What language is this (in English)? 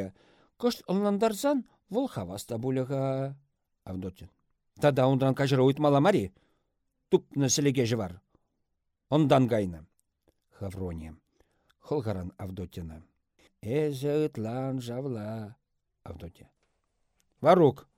Chuvash